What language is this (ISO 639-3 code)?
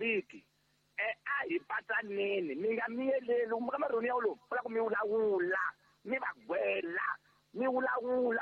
tso